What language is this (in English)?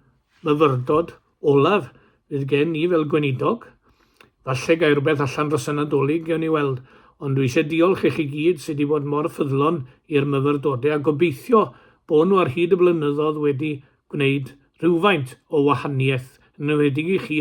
Welsh